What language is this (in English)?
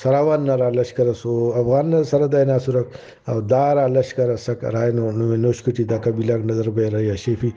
Brahui